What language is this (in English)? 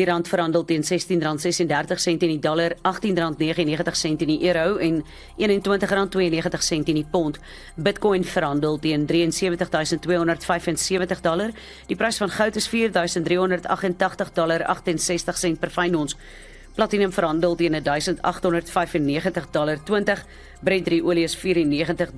Afrikaans